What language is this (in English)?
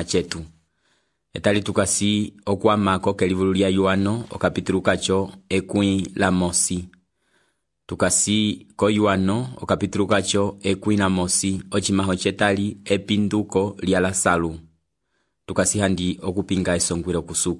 Umbundu